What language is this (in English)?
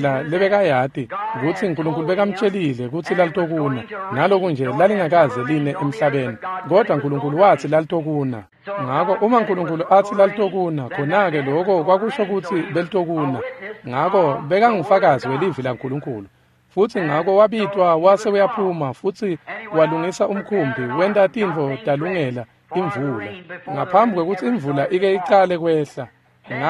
Swati